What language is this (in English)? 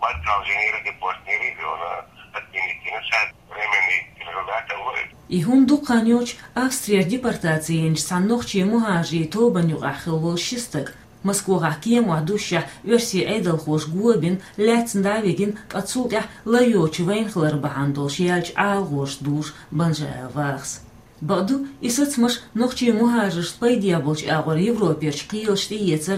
Chechen